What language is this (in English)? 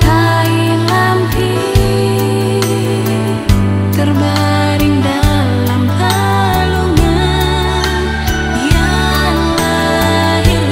Indonesian